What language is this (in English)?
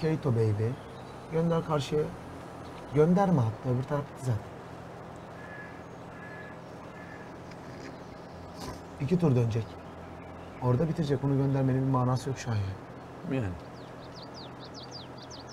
Turkish